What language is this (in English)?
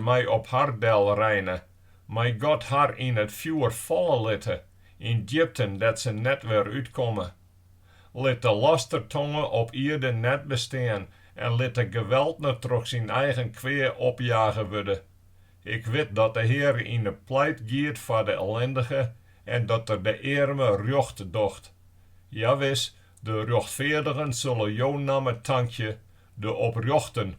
Western Frisian